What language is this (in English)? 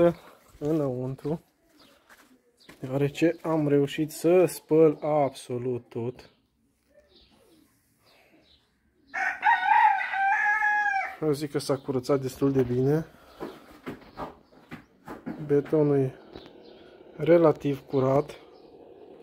Romanian